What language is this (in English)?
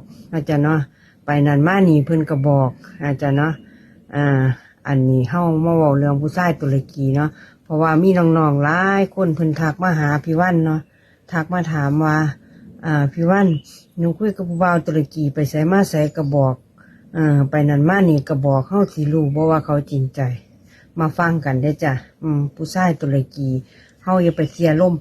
Northeastern Thai